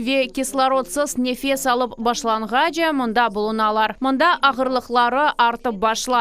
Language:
Crimean Tatar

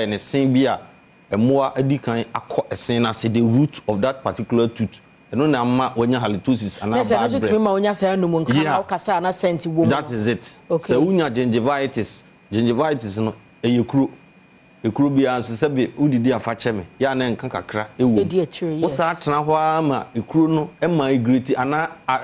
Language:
Akan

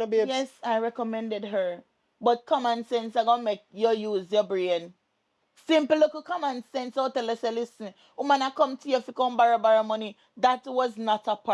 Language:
Jamaican Creole English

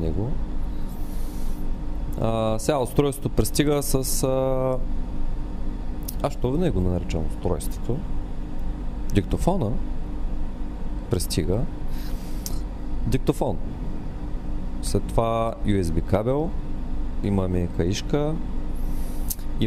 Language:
Bulgarian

